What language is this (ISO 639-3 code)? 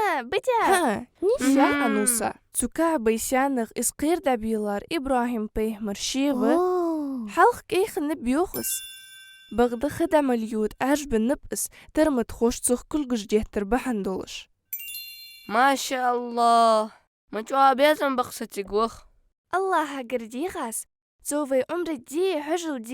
inh